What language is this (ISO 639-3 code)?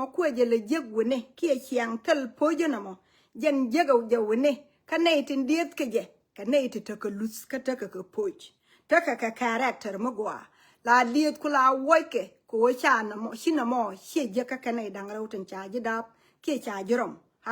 nus